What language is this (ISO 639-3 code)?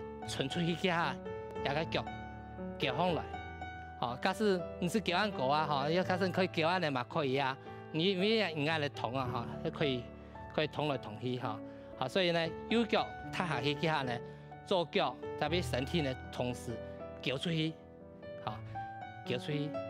hak